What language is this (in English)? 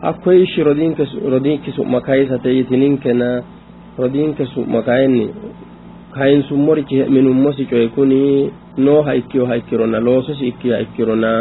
Sidamo